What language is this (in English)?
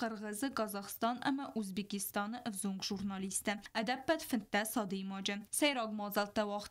Ossetic